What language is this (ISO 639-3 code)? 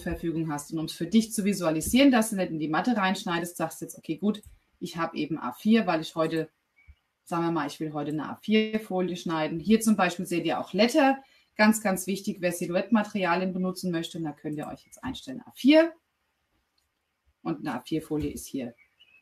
deu